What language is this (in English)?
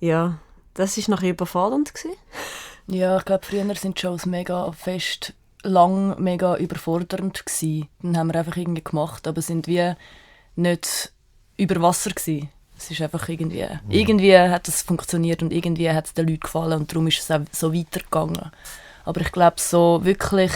Swiss German